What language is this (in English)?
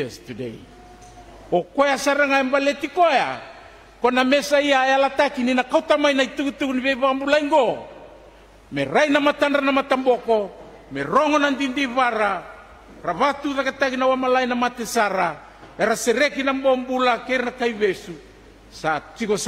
Fijian